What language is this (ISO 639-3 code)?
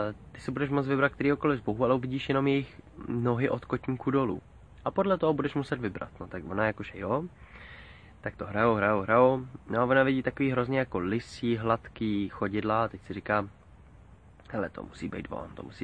ces